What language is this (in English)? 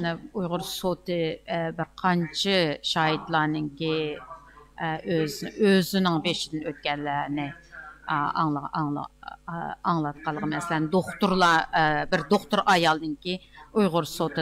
Uyghur